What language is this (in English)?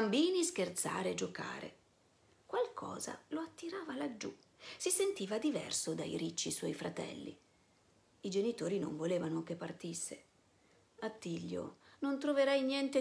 Italian